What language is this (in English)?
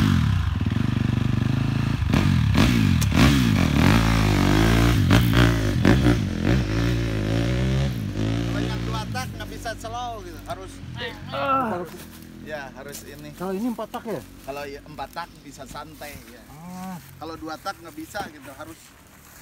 Indonesian